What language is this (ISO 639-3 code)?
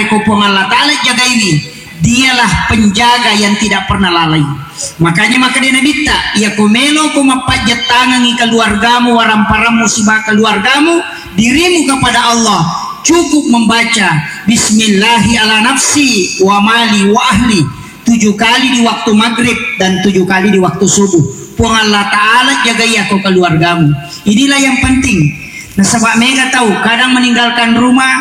bug